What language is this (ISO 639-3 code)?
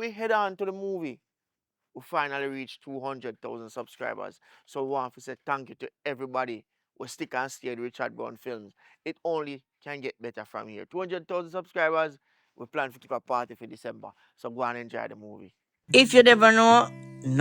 jam